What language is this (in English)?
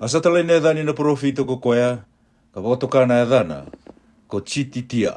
Fijian